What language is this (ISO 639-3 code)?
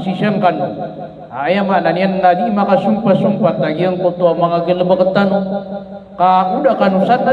mrw